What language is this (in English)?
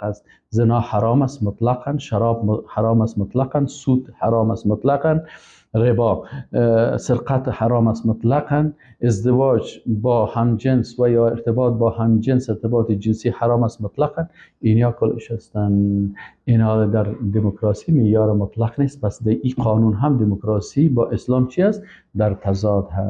Persian